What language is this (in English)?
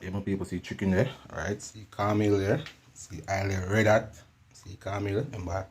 Jamaican Creole English